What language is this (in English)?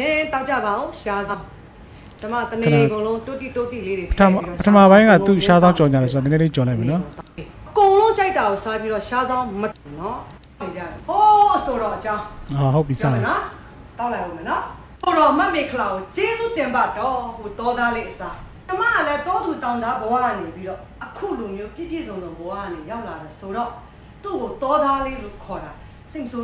Burmese